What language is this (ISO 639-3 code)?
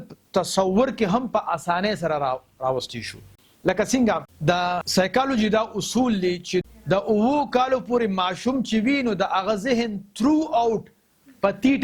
pus